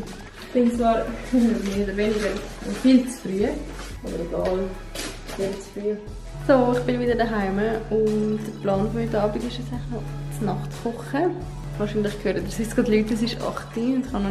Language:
Swiss German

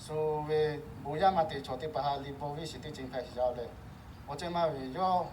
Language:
Lahu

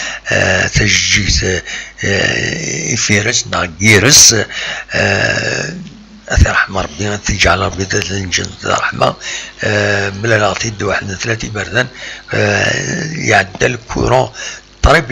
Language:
Kabyle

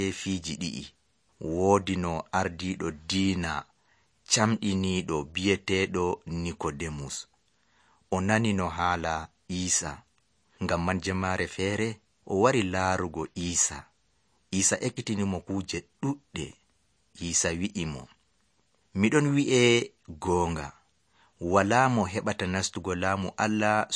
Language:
Nigerian Fulfulde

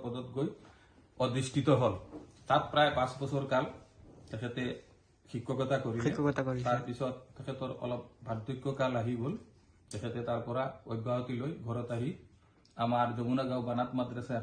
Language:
Assamese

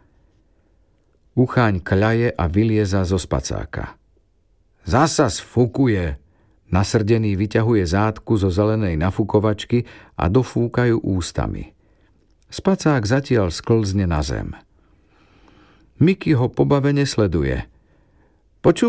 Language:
Slovak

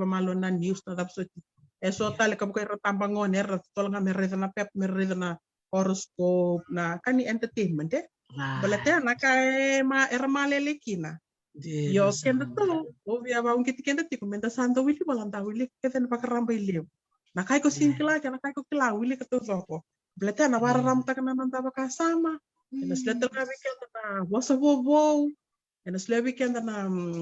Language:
Fijian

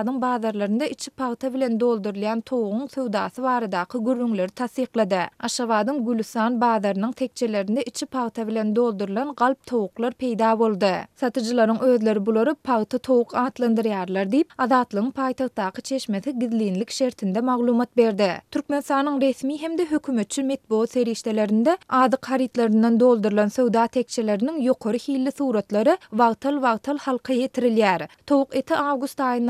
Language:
Turkmen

